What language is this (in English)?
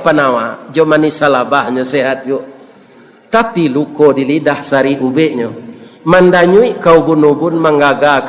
Minangkabau